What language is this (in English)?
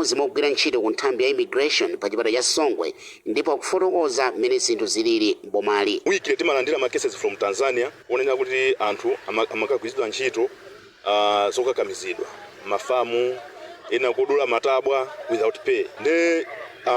Nyanja